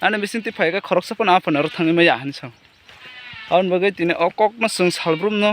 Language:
Kok Borok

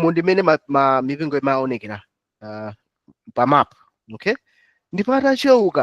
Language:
Nyanja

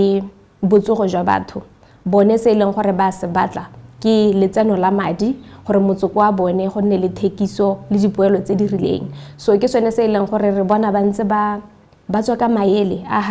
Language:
Tswana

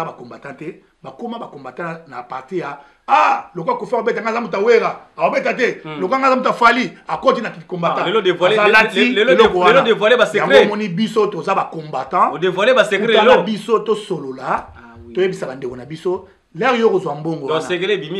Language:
Lingala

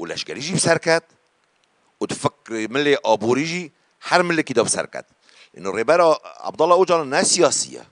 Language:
Kurdish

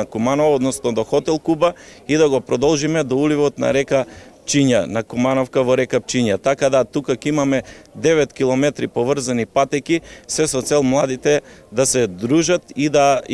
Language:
Macedonian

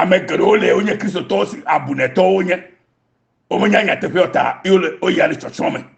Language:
Ewe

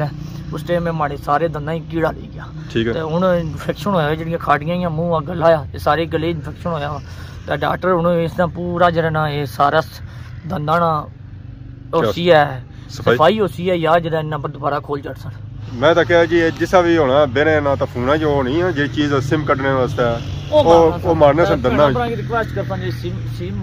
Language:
Pahari-Potwari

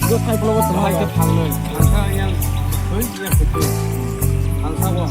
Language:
Kok Borok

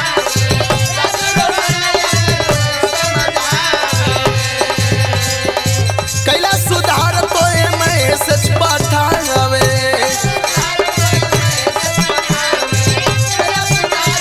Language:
Bhojpuri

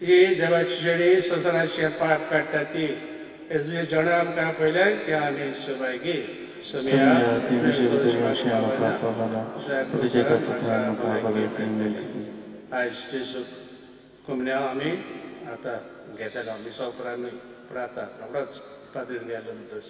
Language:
Konkani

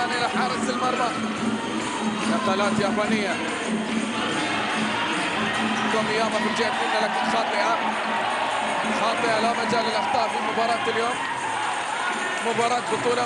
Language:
Arabic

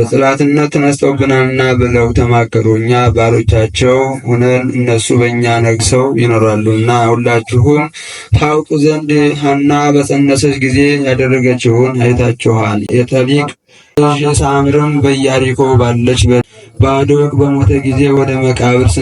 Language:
Amharic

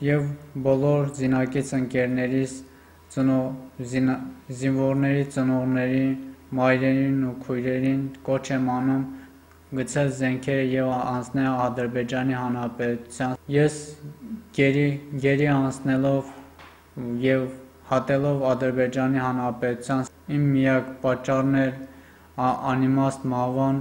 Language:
Armenian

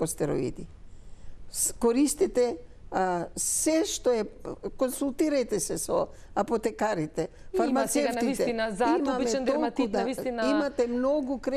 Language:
Macedonian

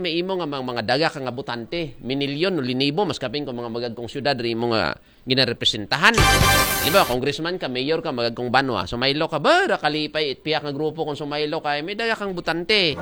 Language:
Aklanon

